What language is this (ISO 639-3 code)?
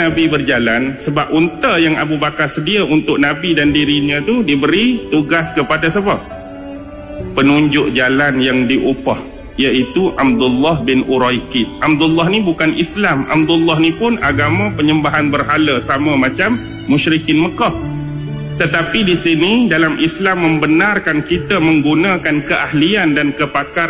msa